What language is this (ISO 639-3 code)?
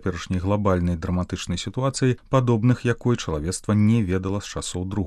bel